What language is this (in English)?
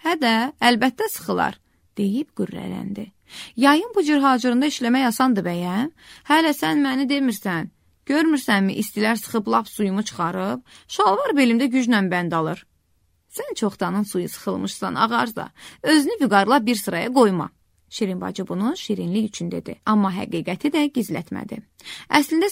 Azerbaijani